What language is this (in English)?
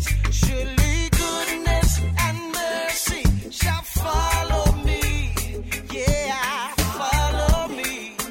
Estonian